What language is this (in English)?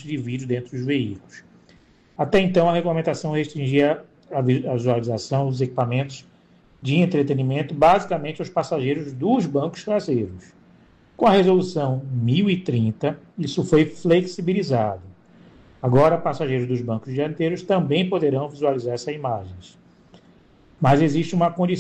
Portuguese